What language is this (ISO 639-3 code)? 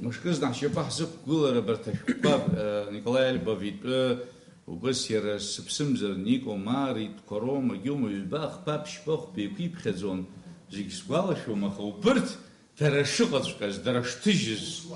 abk